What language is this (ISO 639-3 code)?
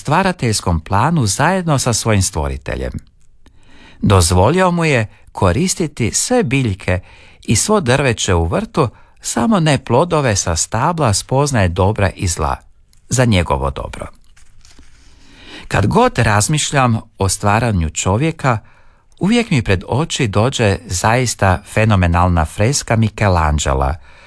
hrv